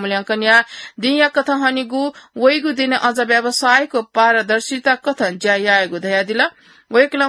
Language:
Newari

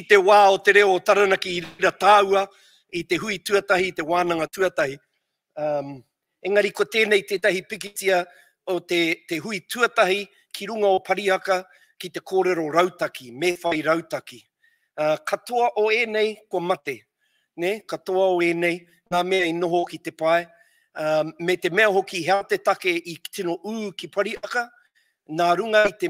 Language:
Māori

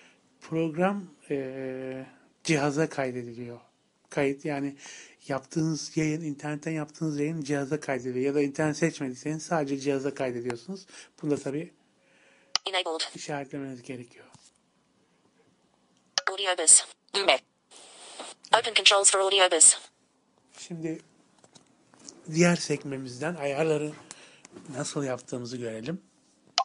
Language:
Turkish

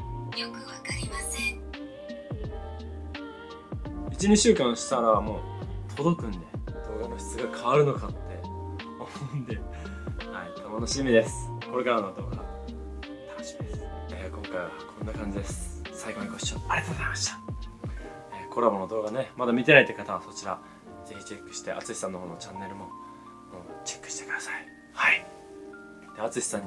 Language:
Japanese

